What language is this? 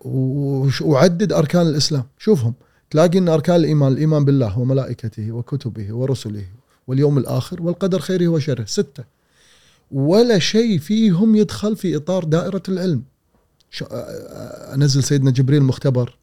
Gulf Arabic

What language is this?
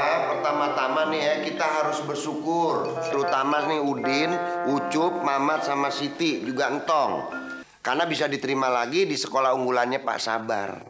Betawi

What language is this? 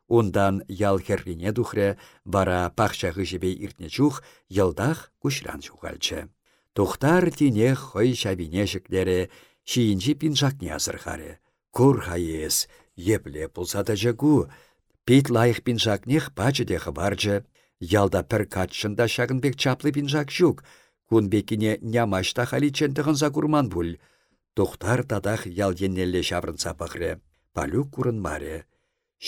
Chuvash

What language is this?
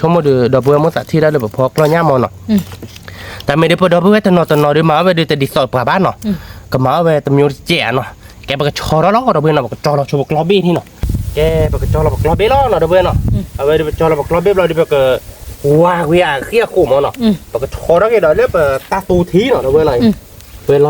S'gaw Karen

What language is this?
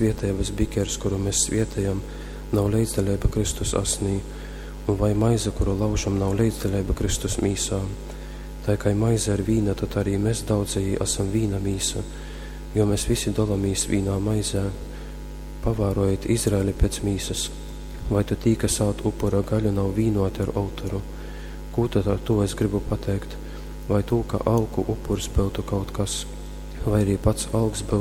Latgalian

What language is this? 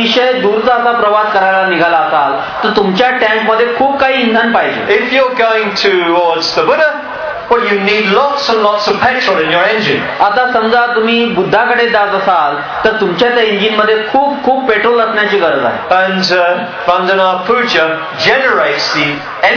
Marathi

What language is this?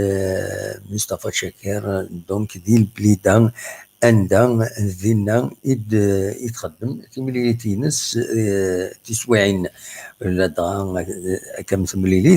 Kabyle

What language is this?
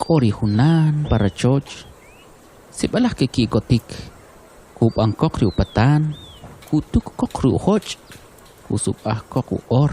Kʼicheʼ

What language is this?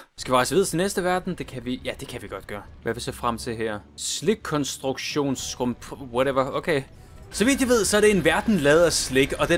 Danish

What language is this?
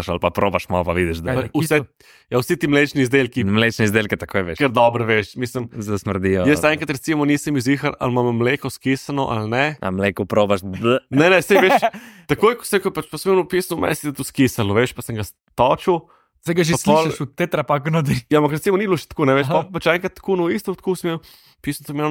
Slovenian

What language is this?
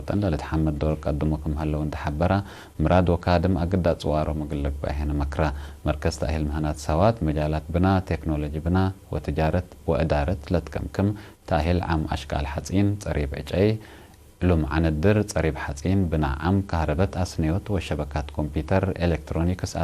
Tigre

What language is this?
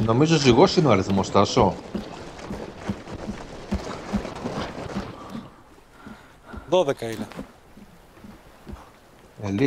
Greek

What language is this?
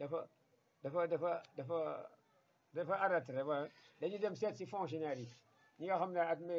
Wolof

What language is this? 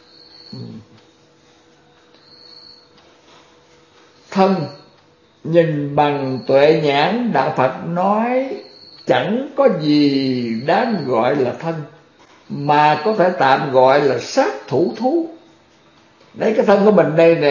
Vietnamese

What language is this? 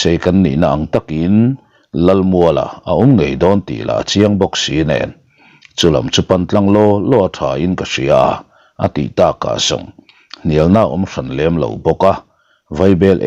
Mizo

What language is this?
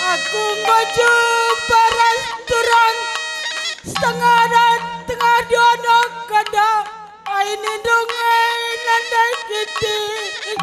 Batak Karo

